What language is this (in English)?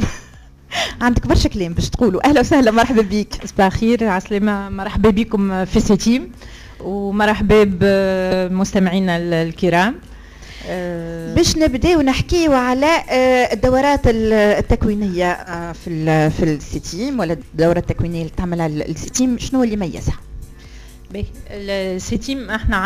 Tunisian Arabic